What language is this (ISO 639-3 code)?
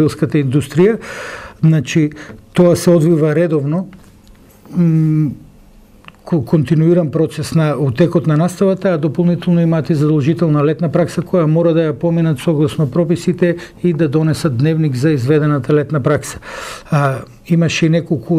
mkd